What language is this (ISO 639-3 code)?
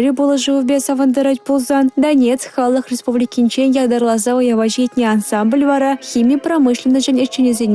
chv